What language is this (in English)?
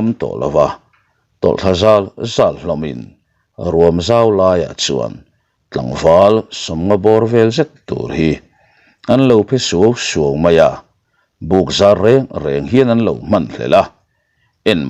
Mizo